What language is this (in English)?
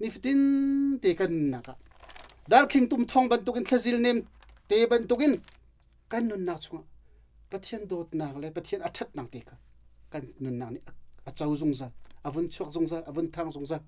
Hakha Chin